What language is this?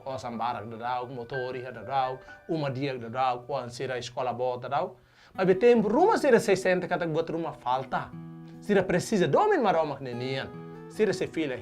Tetum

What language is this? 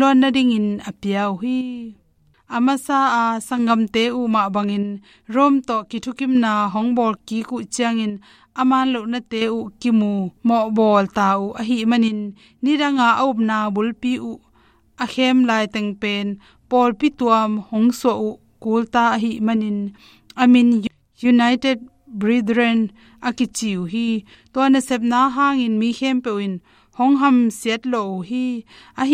Tedim Chin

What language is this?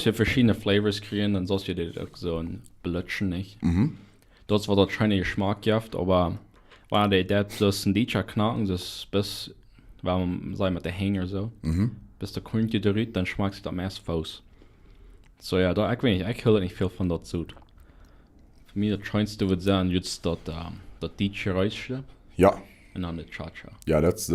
Plautdietsch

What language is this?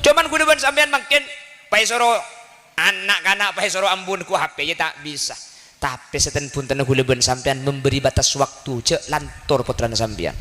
Madurese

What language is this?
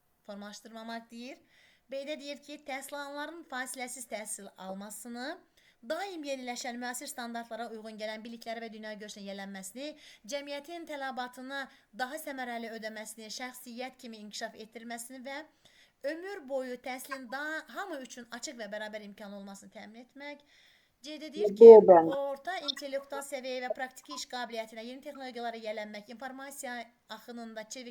Azerbaijani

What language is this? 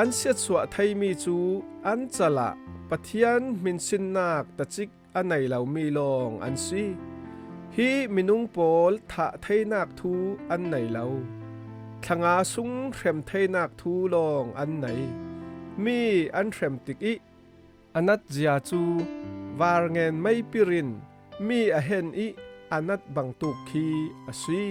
Falam Chin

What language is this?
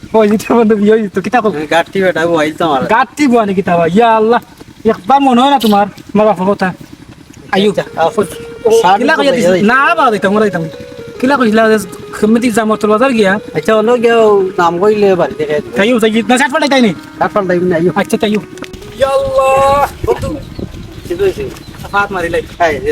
Sylheti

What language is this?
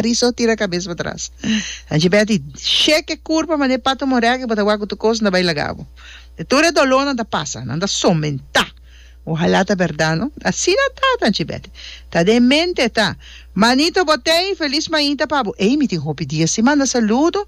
Papiamento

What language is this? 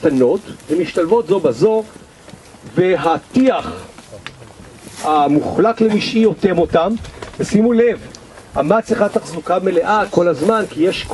Hebrew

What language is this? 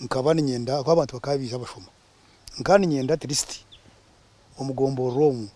Nyankole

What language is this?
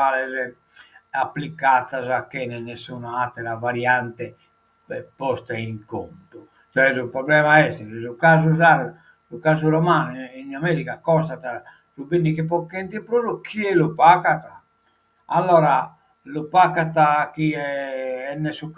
Sardinian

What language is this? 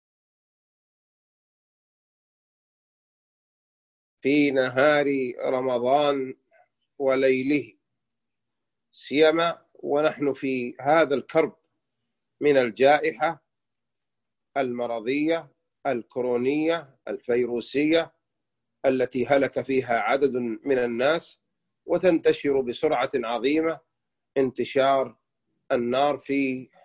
Arabic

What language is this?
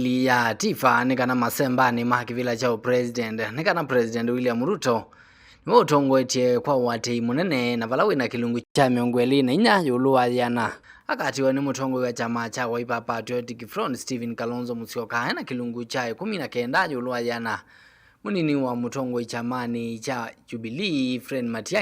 Kamba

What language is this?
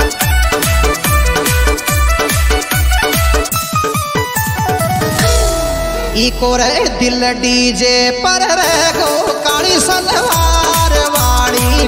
Rajasthani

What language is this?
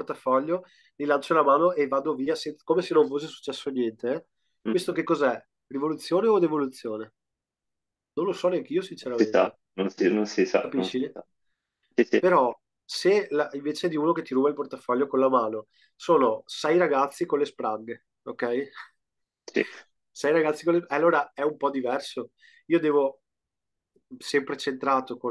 Italian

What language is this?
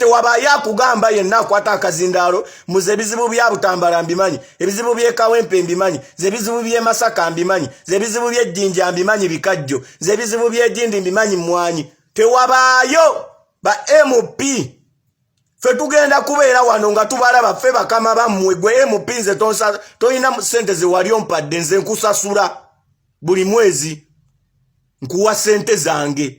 Ganda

